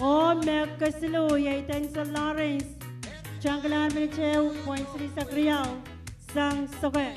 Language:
Pohnpeian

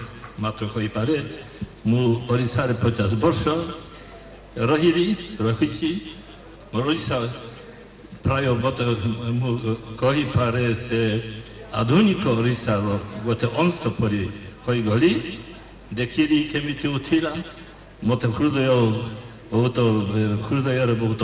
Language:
Odia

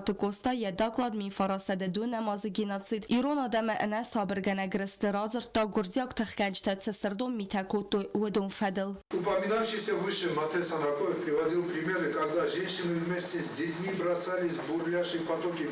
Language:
Ossetic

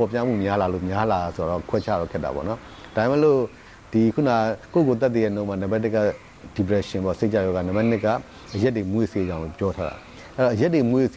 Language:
Burmese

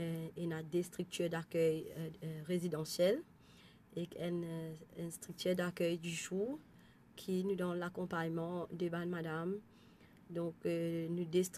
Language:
Morisyen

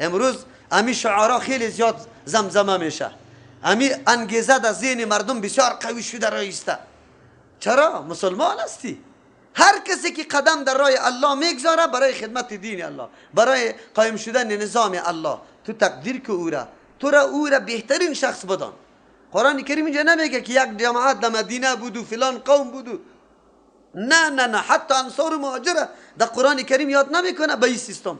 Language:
Persian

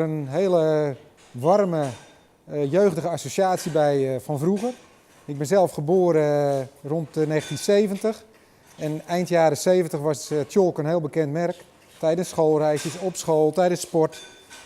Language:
Western Frisian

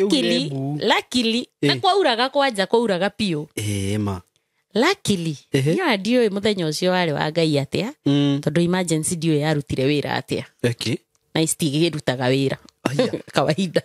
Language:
Kikuyu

